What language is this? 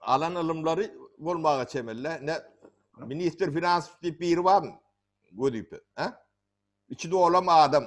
Turkmen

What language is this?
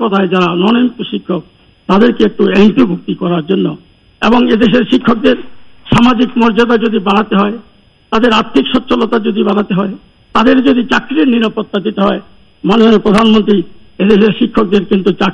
Bangla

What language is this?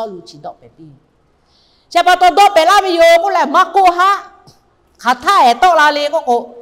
Lahu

